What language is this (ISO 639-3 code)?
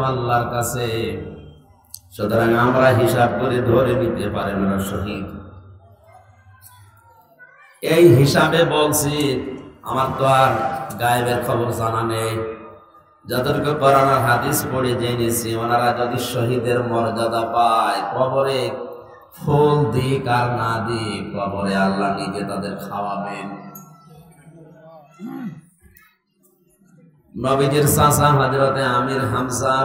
ben